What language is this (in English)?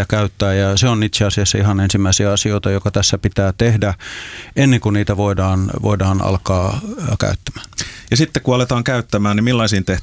Finnish